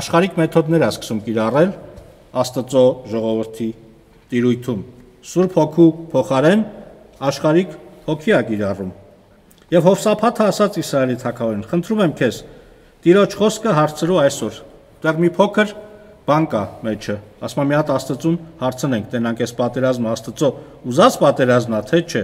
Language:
Armenian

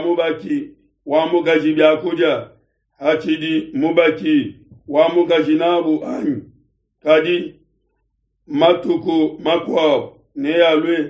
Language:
Luba-Lulua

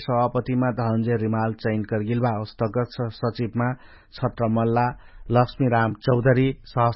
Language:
Dangaura Tharu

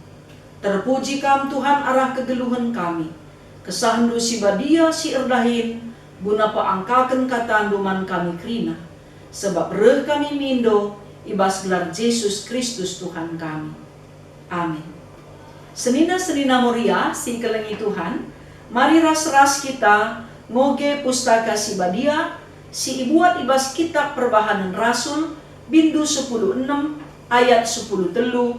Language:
Batak Karo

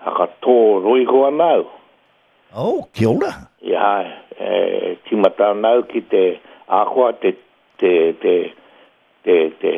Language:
Māori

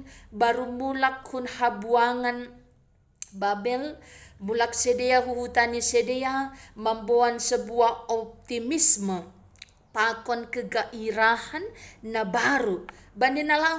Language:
Batak Simalungun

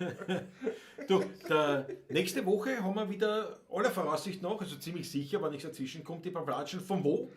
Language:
Bavarian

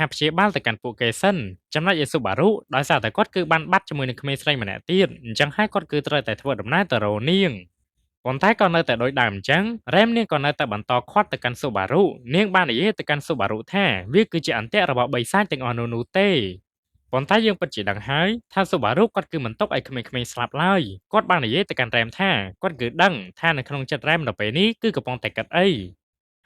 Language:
Khmer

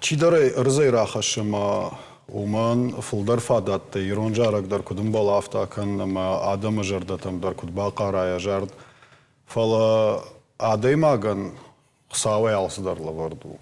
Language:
Ossetic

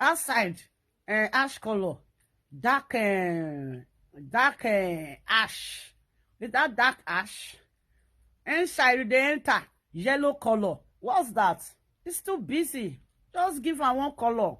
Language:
Nigerian Pidgin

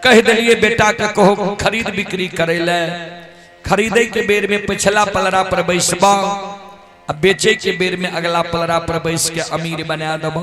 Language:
Maithili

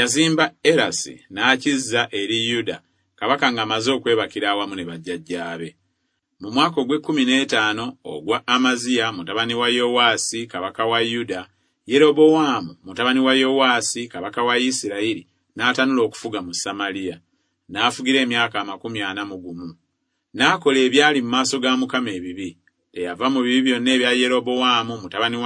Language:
Ganda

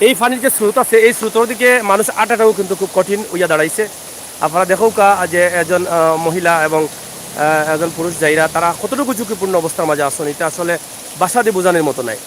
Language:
Sylheti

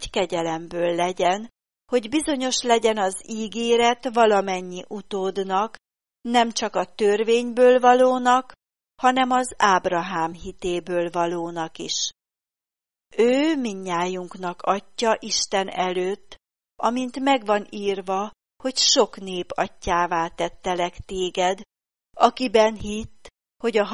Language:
Hungarian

